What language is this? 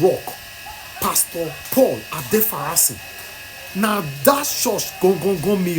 Nigerian Pidgin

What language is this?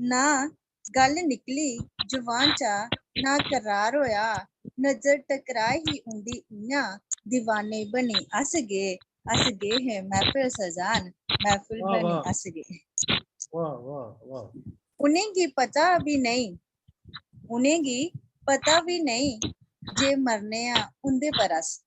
Dogri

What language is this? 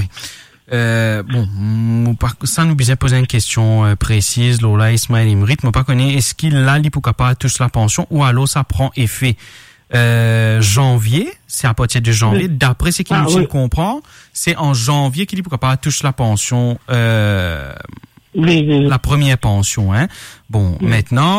Morisyen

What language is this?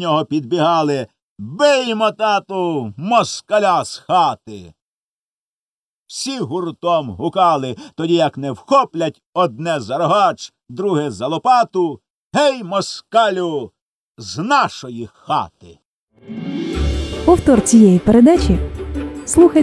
Ukrainian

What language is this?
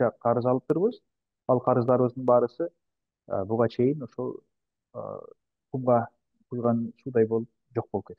Kyrgyz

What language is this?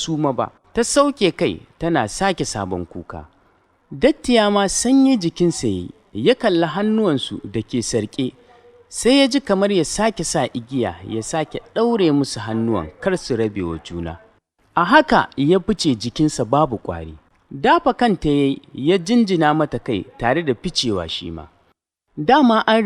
Hausa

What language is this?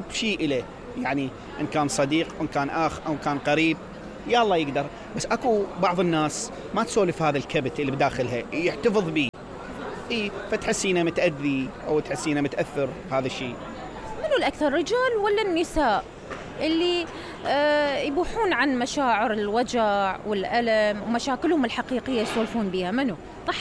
Mesopotamian Arabic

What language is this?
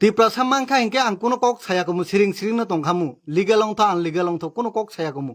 Kok Borok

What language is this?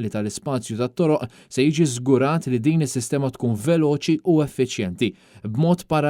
Maltese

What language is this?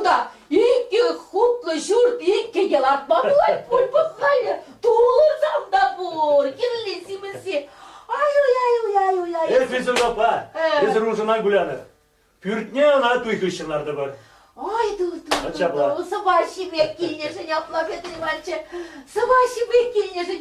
Chuvash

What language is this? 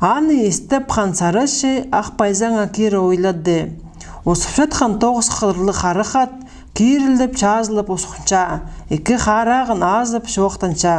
Khakas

